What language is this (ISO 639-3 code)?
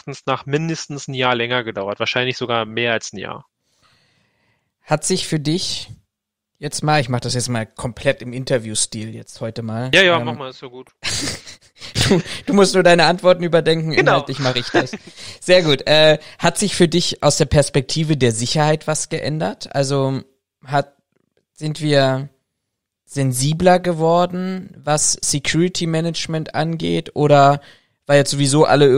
deu